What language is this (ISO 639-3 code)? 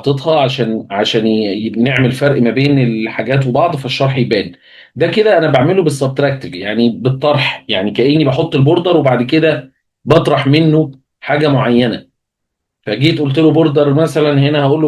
arz